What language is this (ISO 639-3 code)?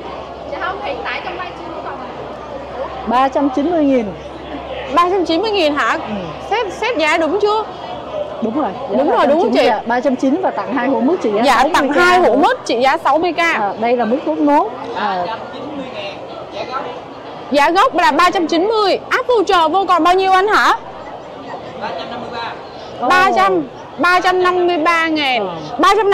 vie